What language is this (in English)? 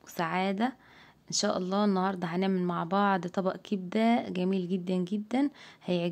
Egyptian Arabic